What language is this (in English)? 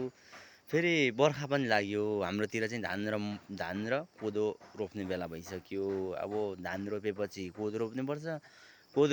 Nepali